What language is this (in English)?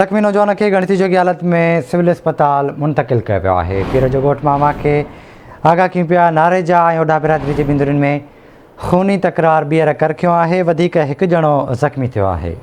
Sindhi